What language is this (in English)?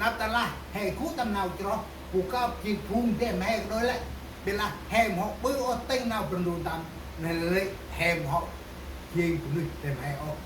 Central Mnong